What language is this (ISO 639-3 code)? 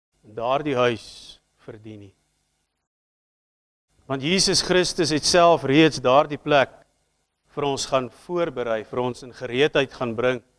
afr